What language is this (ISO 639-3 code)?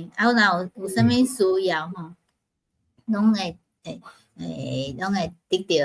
nan